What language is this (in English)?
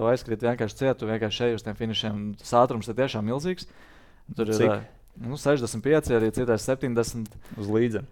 Latvian